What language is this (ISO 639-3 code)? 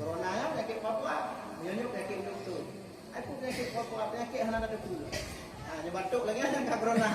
ace